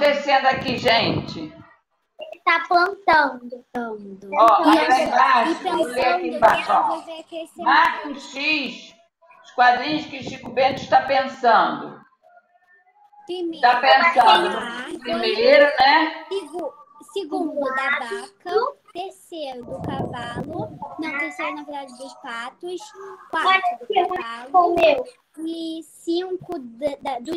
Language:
Portuguese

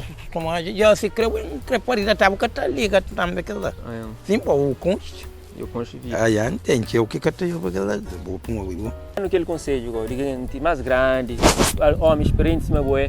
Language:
Kabuverdianu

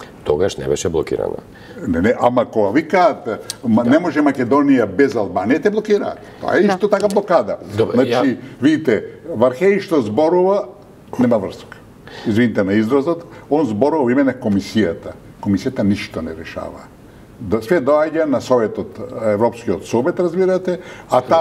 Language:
Macedonian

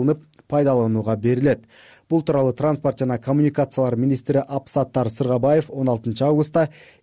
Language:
Kyrgyz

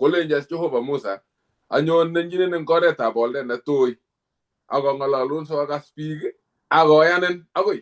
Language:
Kalenjin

